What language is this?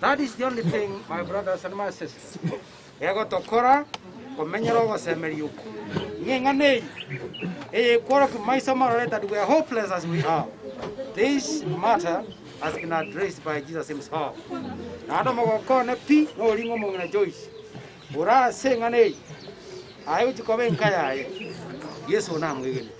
Gusii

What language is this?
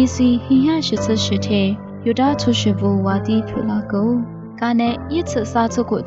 Lisu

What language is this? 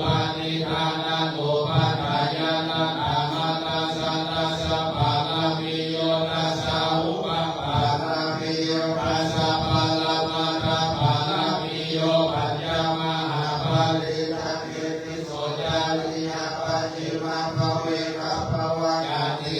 Pali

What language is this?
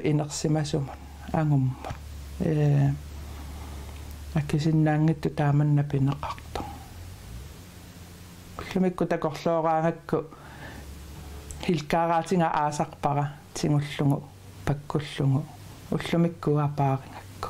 Kalaallisut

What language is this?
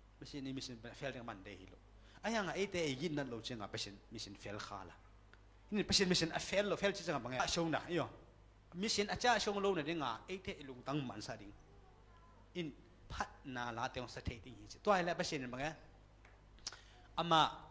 Thai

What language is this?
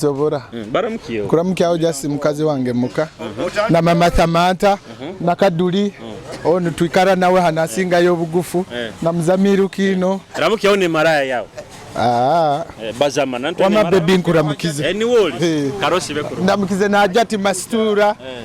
Nyoro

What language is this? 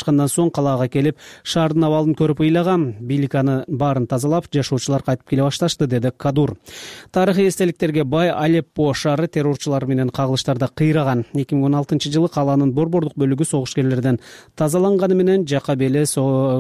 Kyrgyz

